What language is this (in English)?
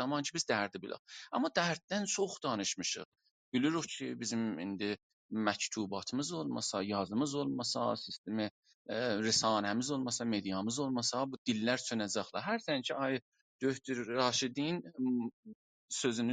South Azerbaijani